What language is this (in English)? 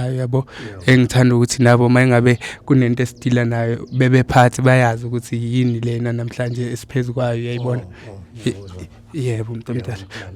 Zulu